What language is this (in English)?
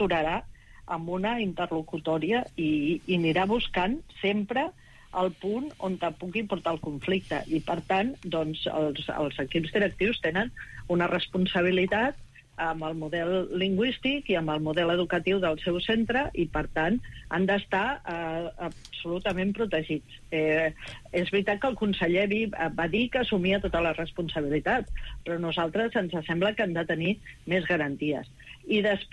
Catalan